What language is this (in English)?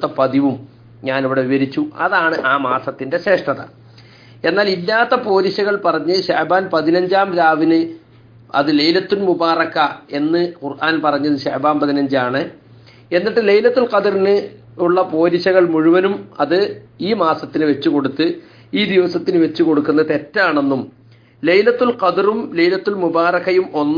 Malayalam